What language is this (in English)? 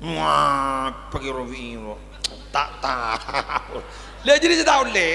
Madurese